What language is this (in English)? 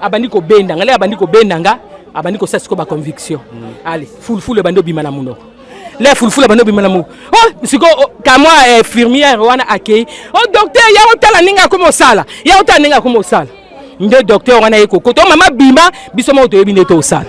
Lingala